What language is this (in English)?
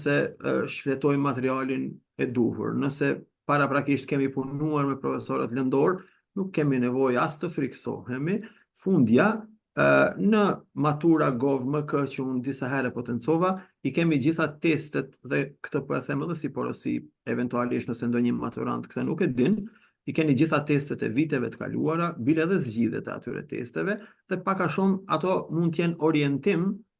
Albanian